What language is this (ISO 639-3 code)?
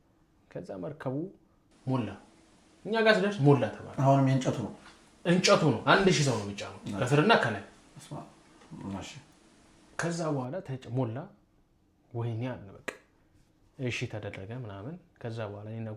amh